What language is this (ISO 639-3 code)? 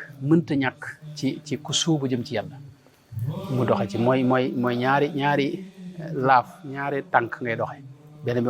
wol